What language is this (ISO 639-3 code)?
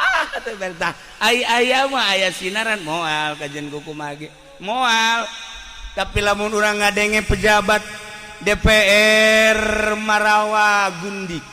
sun